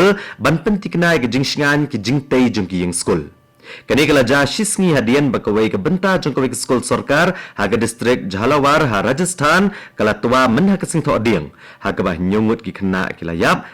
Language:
Khasi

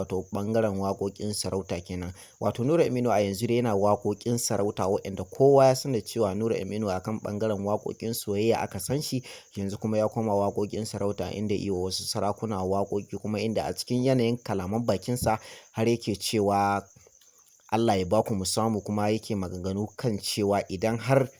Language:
Hausa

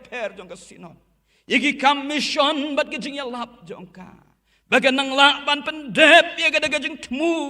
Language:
Khasi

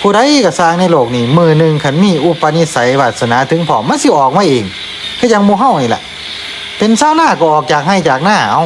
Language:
Northeastern Thai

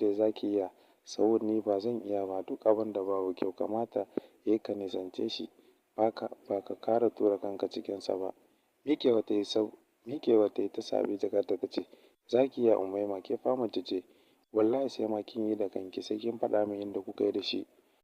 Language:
Hausa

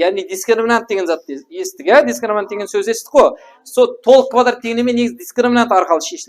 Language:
Kara-Kalpak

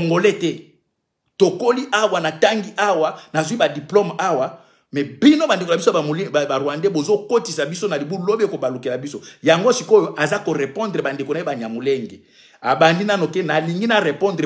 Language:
Lingala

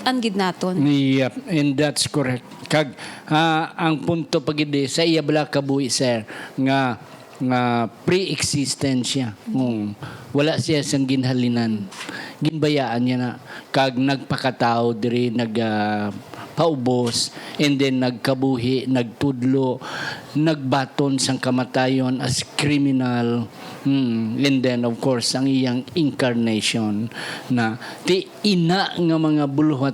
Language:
Hiligaynon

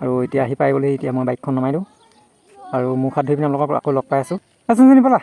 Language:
Assamese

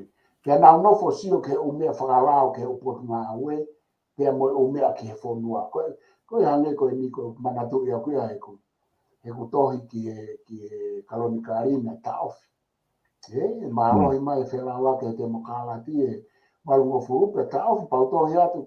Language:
Tongan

